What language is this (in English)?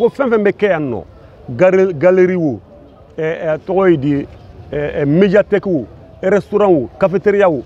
Bambara